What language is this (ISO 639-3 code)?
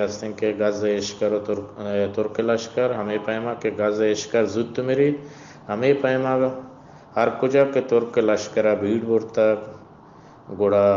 bgp